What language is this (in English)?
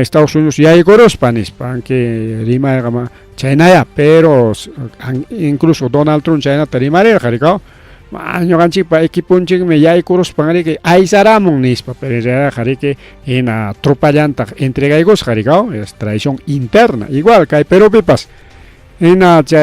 Ayacucho Quechua